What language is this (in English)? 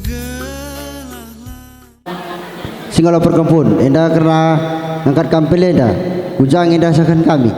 Batak Karo